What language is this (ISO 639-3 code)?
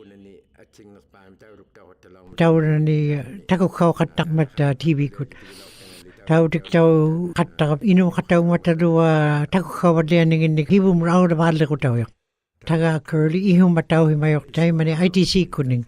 ikt